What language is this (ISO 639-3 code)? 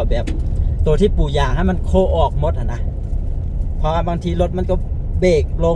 lao